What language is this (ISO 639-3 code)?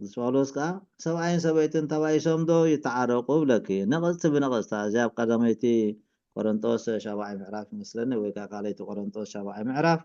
tir